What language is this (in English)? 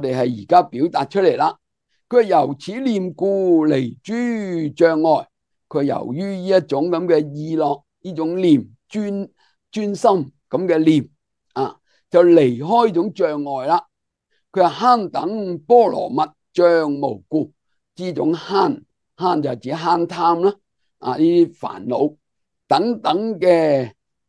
Cantonese